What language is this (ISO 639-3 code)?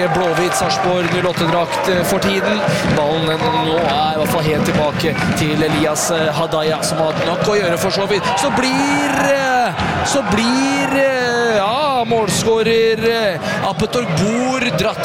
nor